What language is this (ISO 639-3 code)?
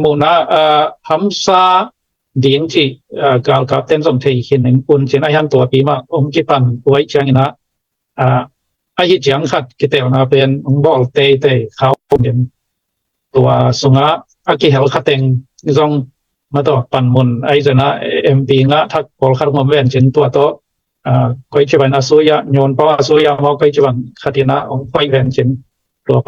ctd